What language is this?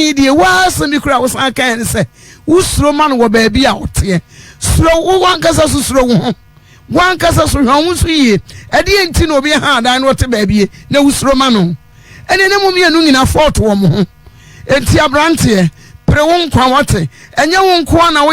Akan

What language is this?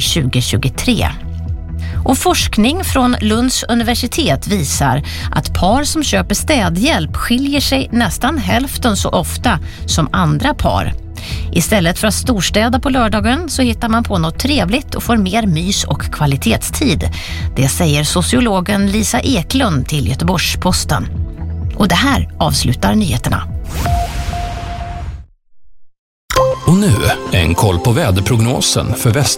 Swedish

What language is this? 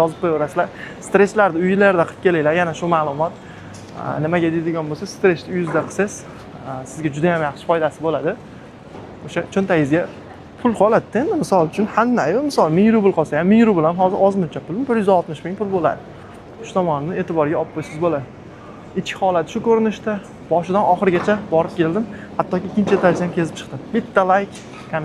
Uzbek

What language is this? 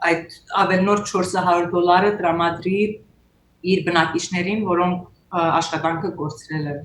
Western Armenian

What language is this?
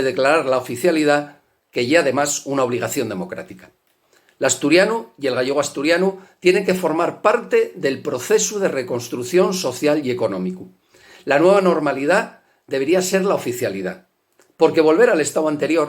Asturian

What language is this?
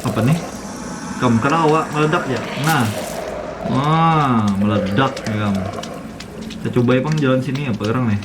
Banjar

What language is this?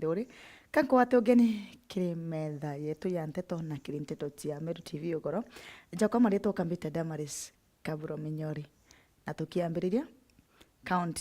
Meru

